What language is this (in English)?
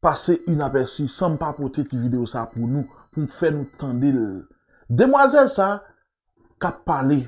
Haitian Creole